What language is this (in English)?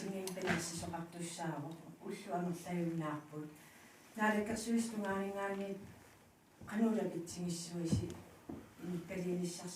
Kalaallisut